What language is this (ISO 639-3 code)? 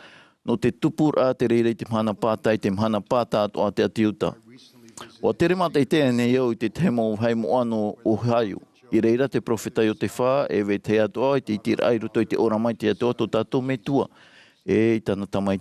tah